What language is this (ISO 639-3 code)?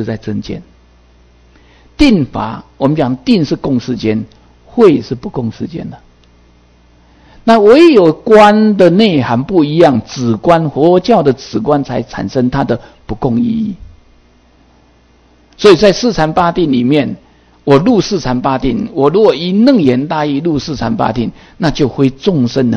zho